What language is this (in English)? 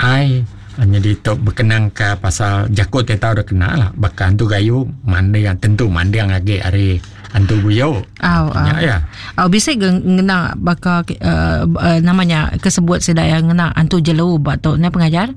Iban